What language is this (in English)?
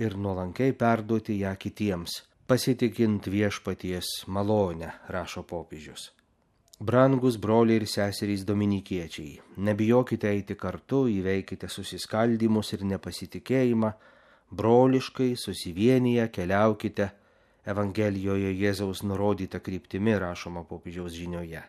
Lithuanian